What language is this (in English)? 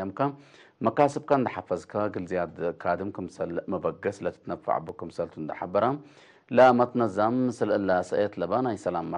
Tigre